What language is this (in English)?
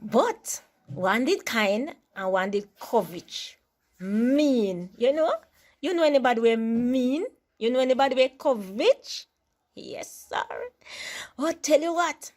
Jamaican Creole English